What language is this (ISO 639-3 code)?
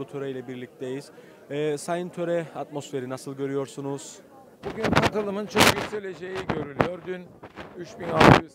tur